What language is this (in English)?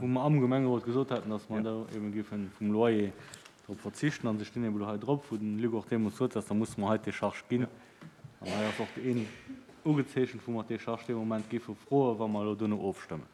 Luxembourgish